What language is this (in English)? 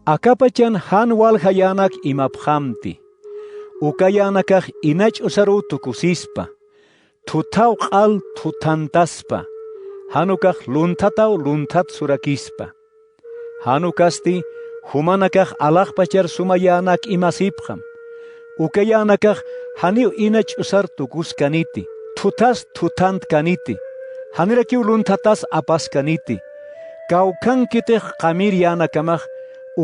Aymara